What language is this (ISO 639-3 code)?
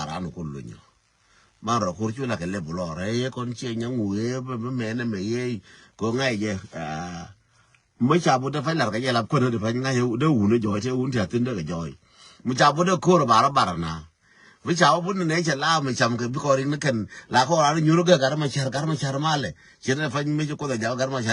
nus